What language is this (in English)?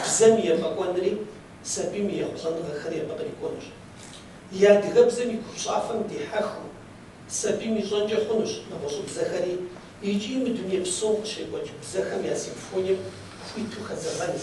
Kabardian